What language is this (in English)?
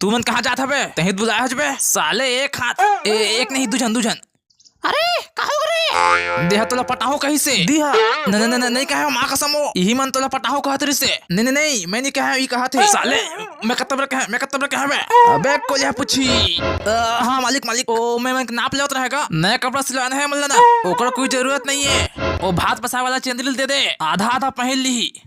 Chhattisgarhi